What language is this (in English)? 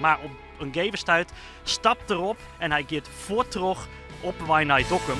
Western Frisian